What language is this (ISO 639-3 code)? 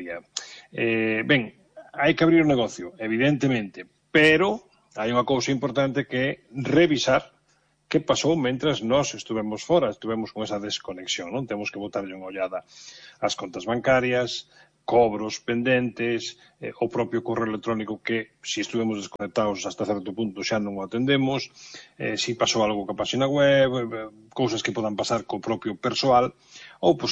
glg